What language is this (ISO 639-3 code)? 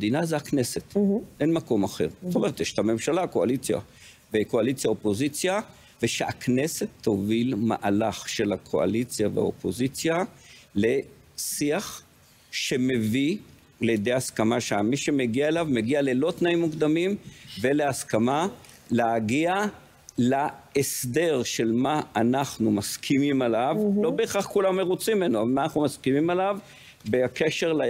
heb